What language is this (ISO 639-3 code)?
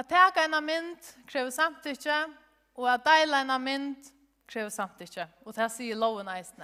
fao